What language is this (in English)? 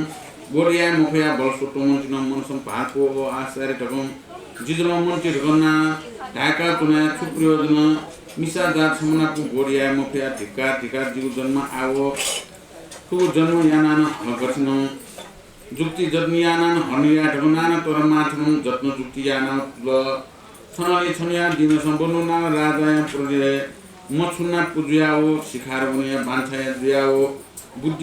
Newari